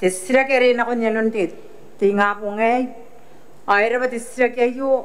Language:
Gilbertese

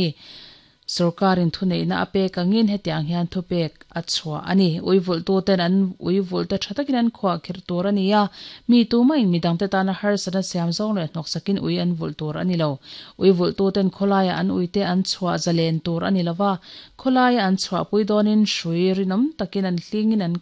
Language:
Mizo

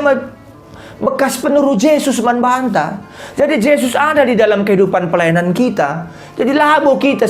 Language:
Batak Karo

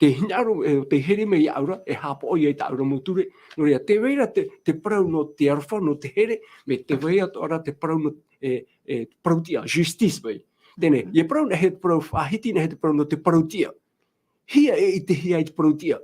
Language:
Tahitian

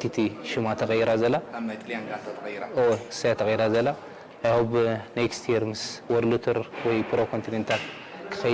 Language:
Tigrinya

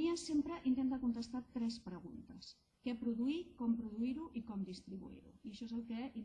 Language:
Catalan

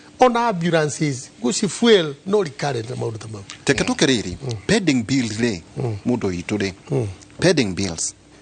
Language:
Kikuyu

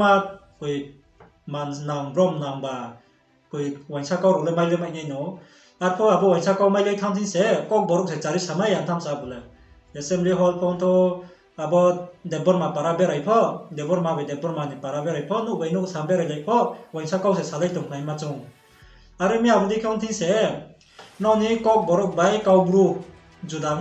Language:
Riang (India)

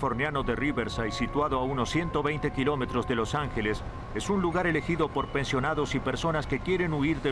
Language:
Spanish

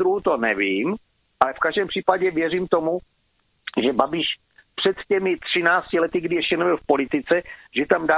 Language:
Czech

